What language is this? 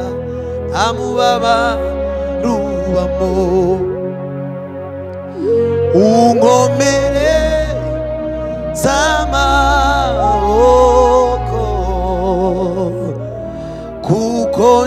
Kinyarwanda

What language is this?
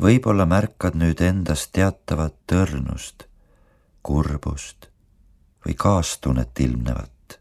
Estonian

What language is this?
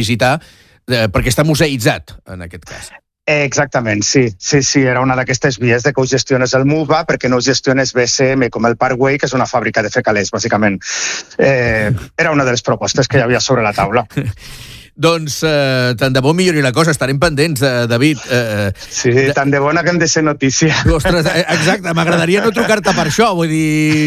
Catalan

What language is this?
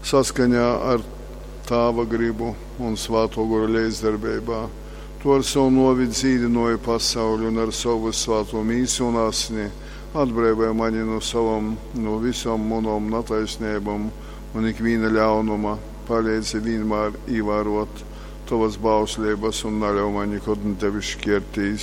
Latgalian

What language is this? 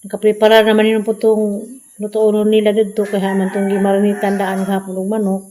Cebuano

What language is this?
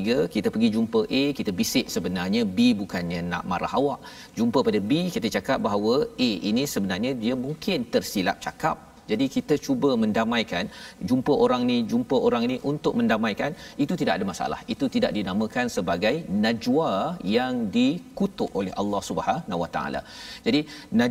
Malay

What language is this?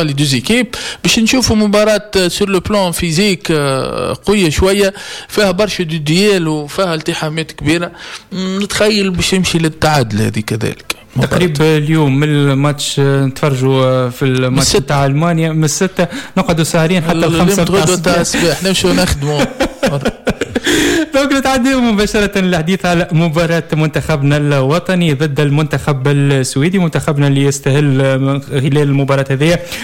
Tunisian Arabic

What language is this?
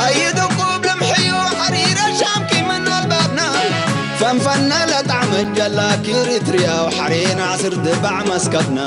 Tigrinya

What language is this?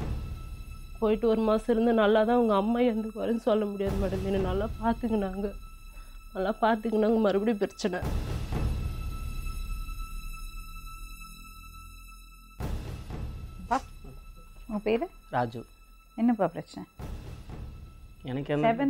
Tamil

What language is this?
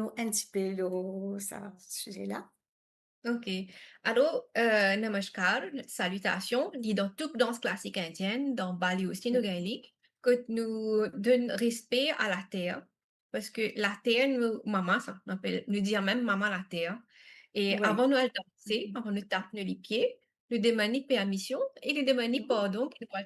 Morisyen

